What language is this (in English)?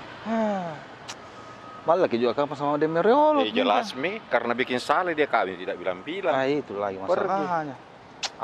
Makassar Malay